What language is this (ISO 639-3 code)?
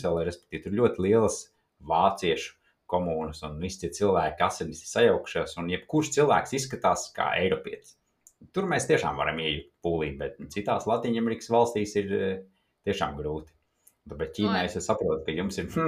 lav